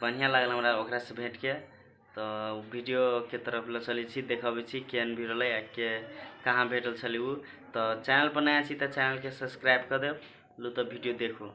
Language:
Maithili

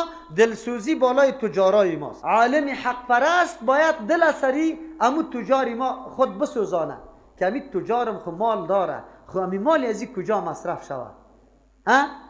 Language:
Persian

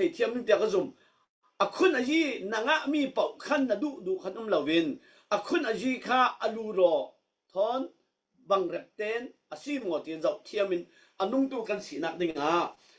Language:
Falam Chin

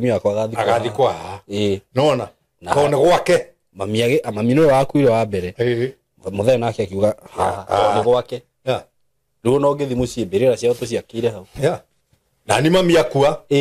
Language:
Kikuyu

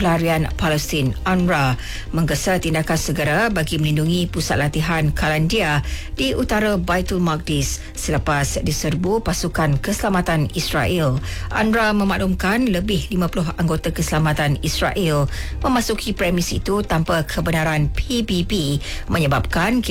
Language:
Malay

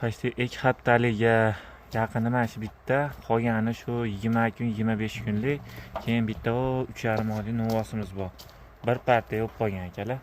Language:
Uzbek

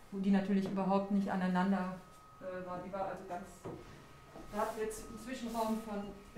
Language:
German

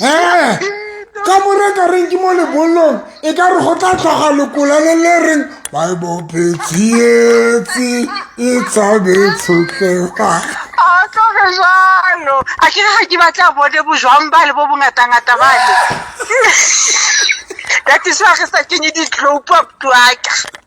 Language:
Southern Sotho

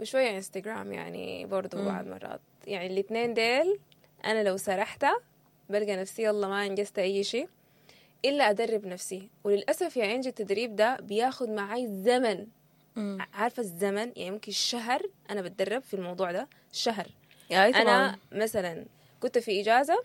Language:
Sudanese Arabic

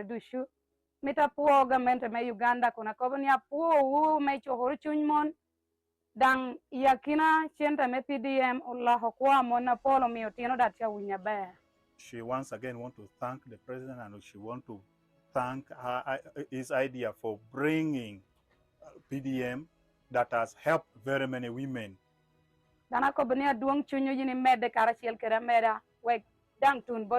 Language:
Lango (Uganda)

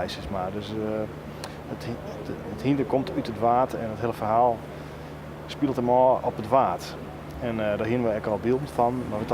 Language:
Western Frisian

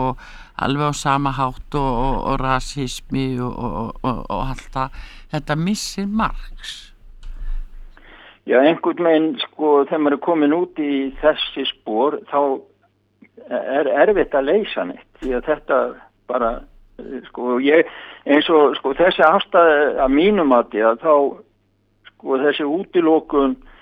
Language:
Icelandic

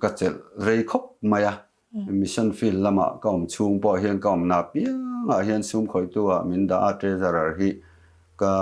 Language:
Mizo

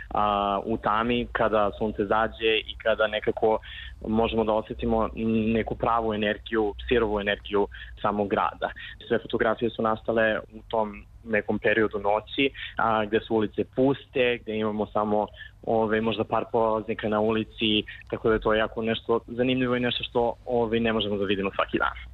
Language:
Serbian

